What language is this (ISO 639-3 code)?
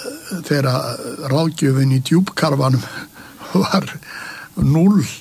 isl